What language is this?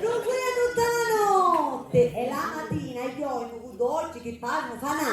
Sicilian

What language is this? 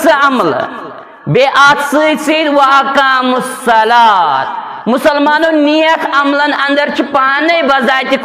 Kashmiri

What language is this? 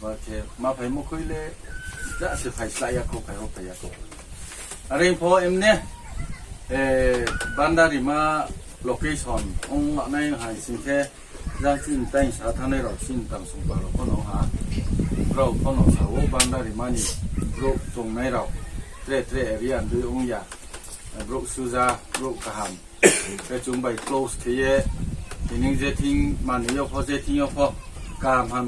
Riang (India)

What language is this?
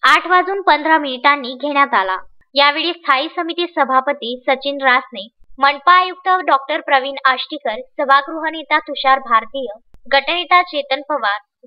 Marathi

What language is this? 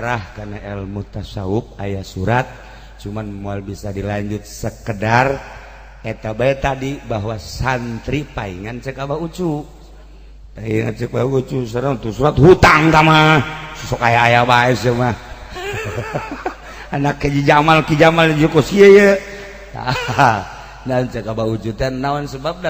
Sundanese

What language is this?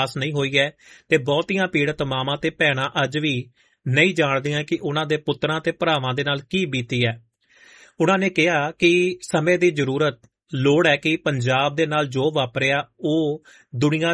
Punjabi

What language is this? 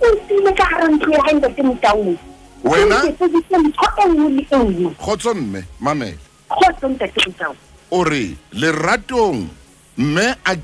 Southern Sotho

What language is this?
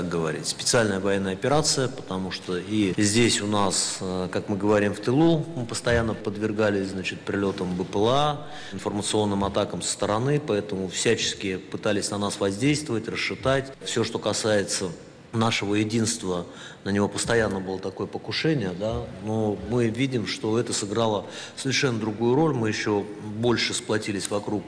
Russian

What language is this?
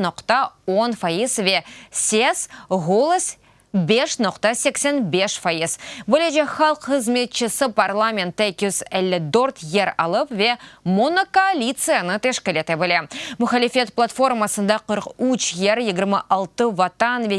Crimean Tatar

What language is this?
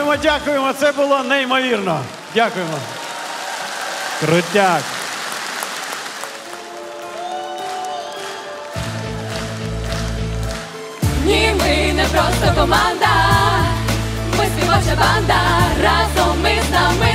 Ukrainian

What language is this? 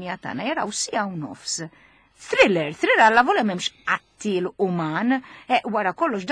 Maltese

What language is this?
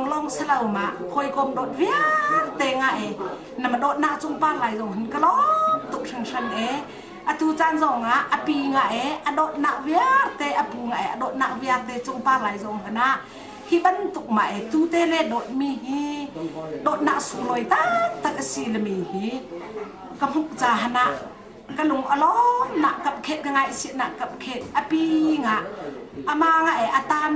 Hakha Chin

